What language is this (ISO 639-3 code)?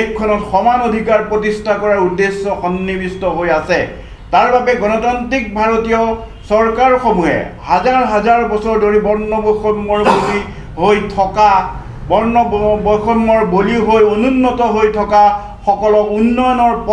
asm